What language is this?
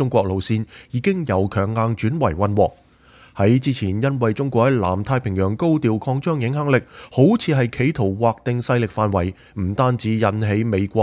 Cantonese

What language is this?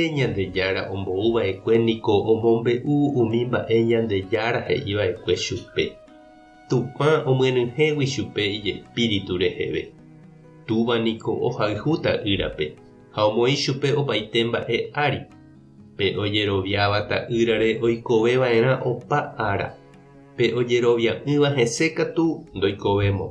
Guarani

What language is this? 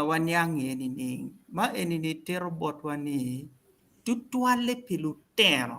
Acoli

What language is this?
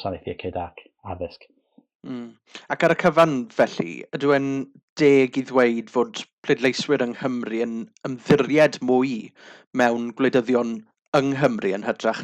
Welsh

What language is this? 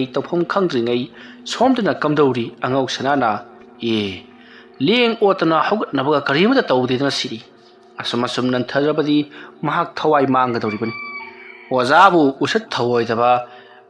Manipuri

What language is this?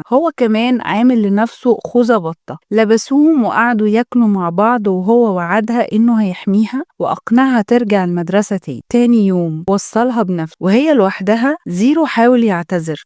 Egyptian Arabic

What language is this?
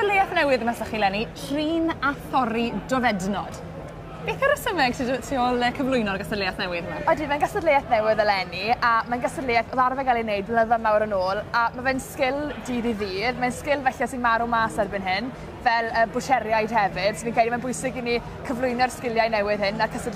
Welsh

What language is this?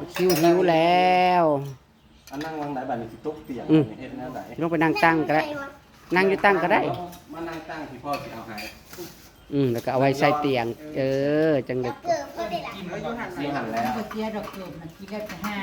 Northeastern Thai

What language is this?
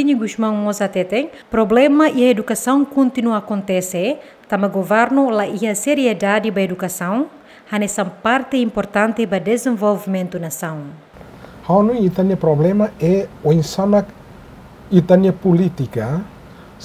Tetum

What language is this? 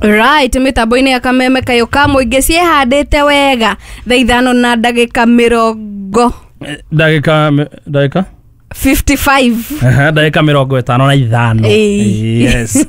Kikuyu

